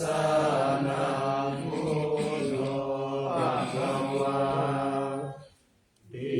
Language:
Pali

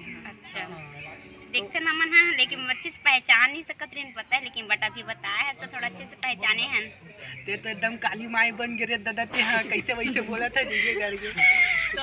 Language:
Chhattisgarhi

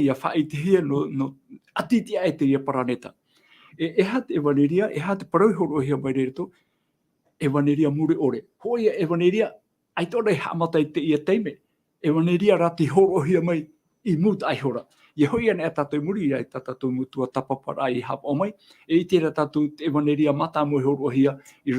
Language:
Tahitian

